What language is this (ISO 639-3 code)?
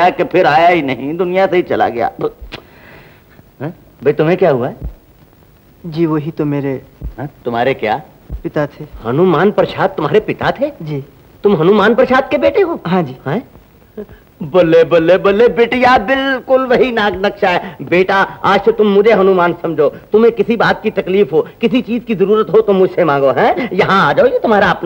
hin